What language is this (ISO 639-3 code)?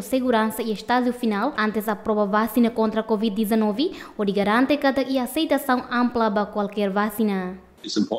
tet